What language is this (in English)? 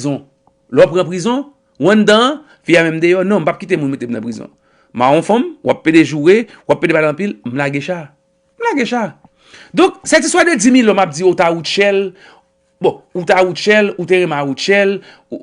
Haitian Creole